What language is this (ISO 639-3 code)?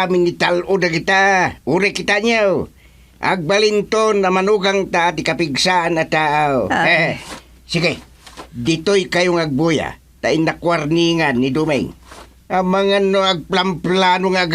ilo